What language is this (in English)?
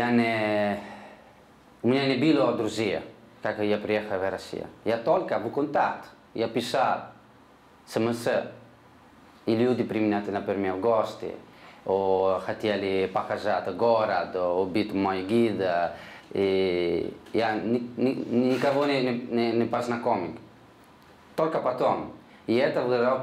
Russian